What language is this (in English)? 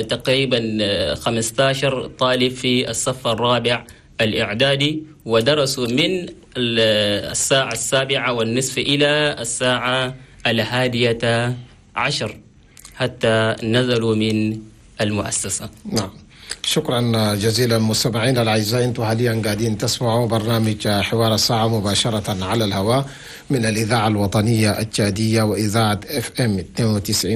Chadian Arabic